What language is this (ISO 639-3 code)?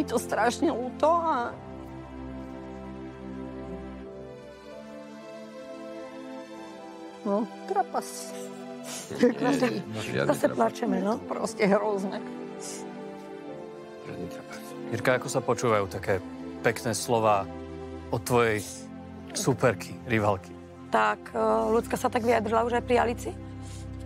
slk